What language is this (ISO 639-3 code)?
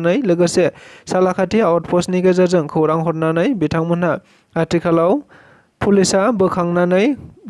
brx